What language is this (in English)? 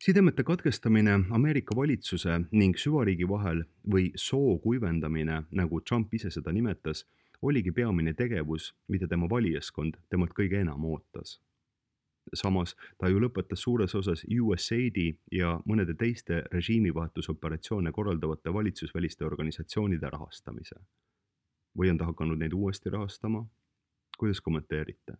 Estonian